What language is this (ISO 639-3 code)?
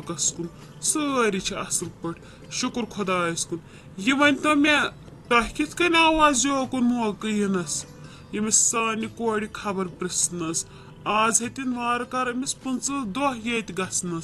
kas